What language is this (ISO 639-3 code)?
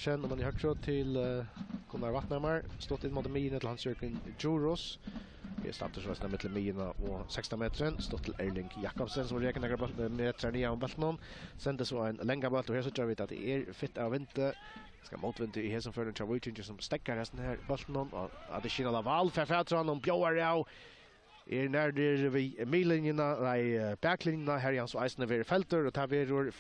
fao